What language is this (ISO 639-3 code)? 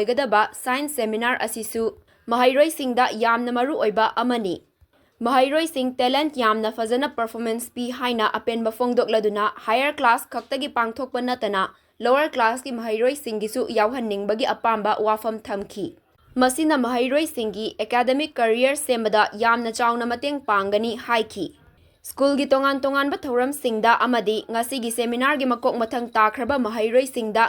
mni